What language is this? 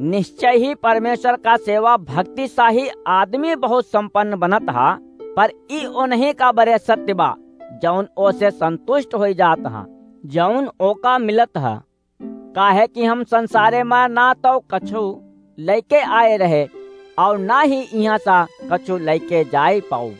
Awadhi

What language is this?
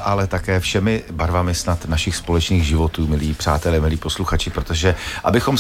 Czech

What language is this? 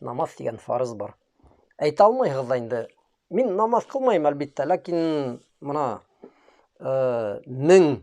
Bashkir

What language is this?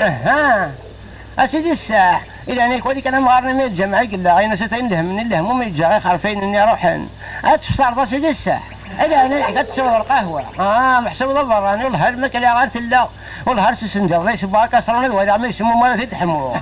Kabyle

